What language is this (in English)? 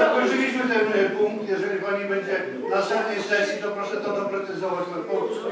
Polish